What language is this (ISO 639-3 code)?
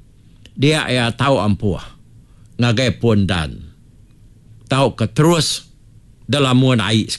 iba